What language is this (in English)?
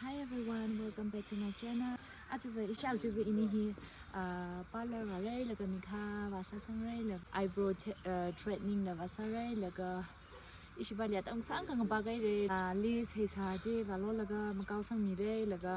Tangkhul Naga (India)